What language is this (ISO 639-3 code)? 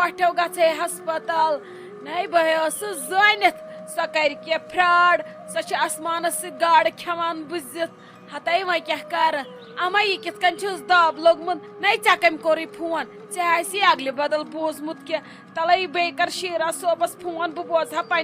kas